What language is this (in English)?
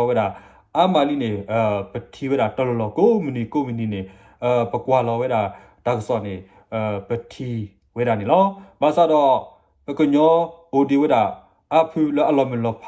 S'gaw Karen